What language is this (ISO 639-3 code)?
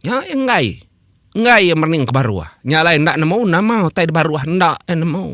iba